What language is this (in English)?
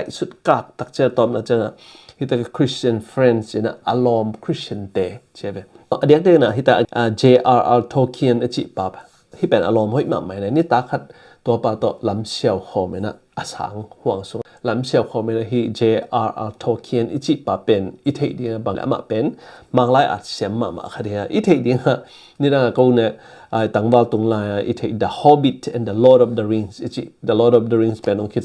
Tedim Chin